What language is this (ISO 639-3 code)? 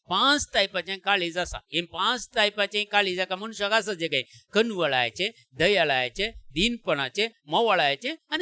kok